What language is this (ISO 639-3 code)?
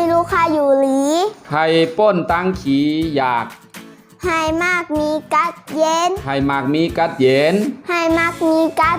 shn